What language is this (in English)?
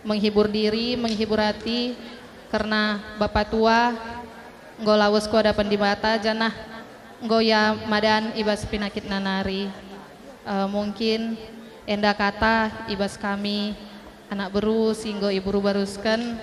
Batak Karo